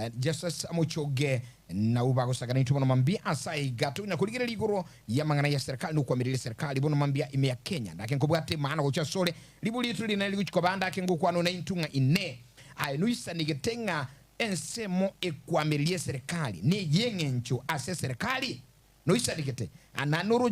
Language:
Gusii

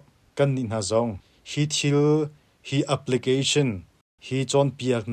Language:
Hakha Chin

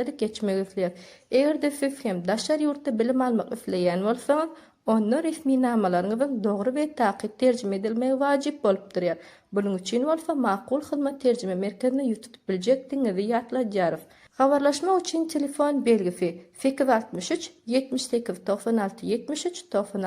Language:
Turkmen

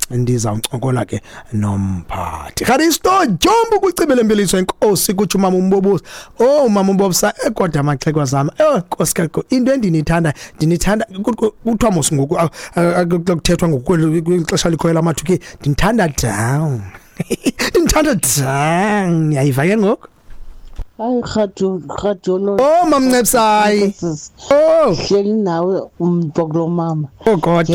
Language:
Xhosa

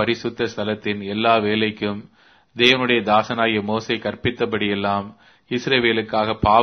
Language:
Tamil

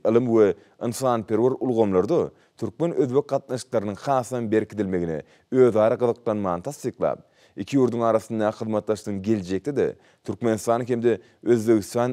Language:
Turkmen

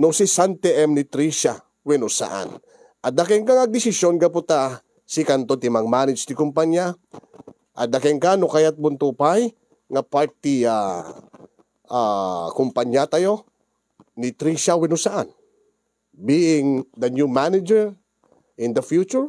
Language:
Iloko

